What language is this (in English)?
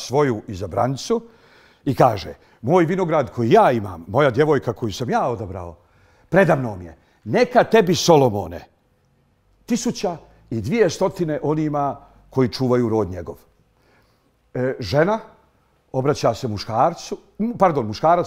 Bosnian